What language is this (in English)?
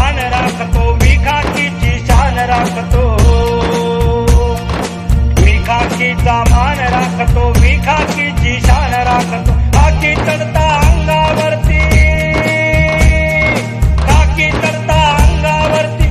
Marathi